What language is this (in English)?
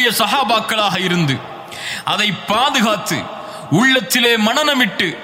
Tamil